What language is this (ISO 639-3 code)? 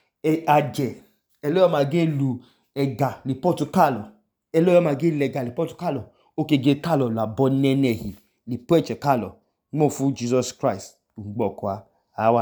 idu